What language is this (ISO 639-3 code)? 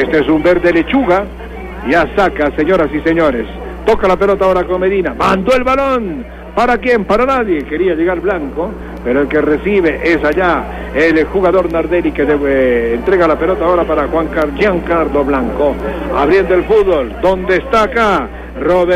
spa